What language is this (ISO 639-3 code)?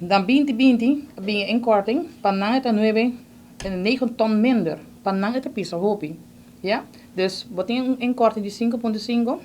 pap